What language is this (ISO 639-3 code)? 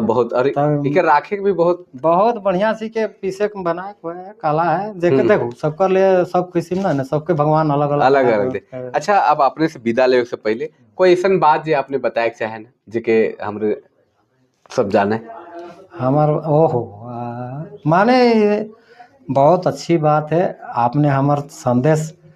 sck